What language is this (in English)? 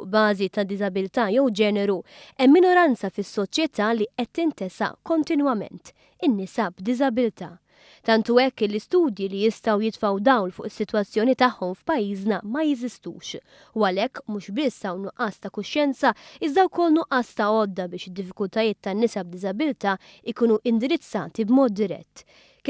Maltese